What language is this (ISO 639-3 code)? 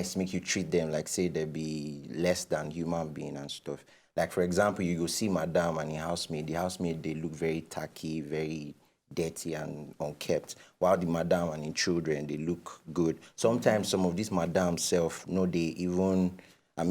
pcm